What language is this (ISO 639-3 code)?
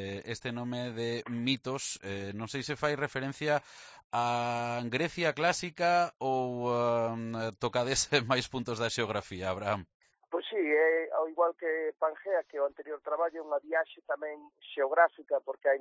glg